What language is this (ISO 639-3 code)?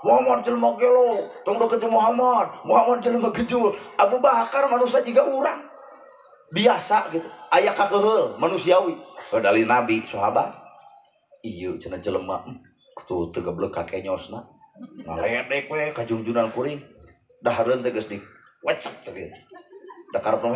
sun